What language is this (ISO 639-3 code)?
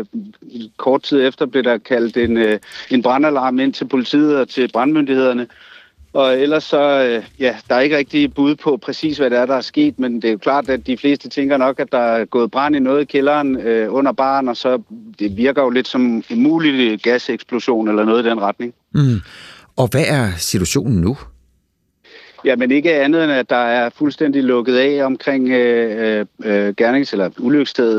dan